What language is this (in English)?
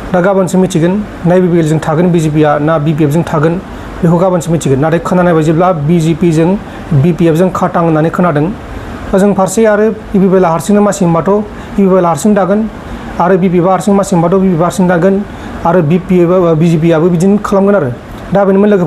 Bodo